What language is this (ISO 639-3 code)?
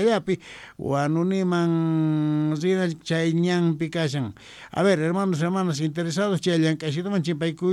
quh